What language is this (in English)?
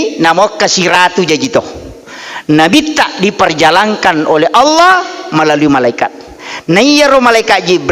Buginese